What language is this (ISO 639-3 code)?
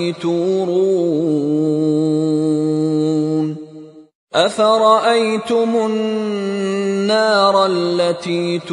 ara